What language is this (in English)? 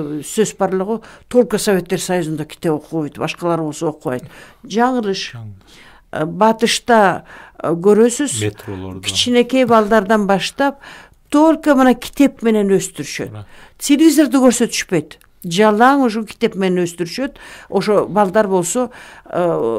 Kyrgyz